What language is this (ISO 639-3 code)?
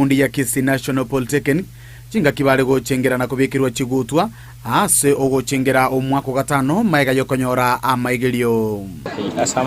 guz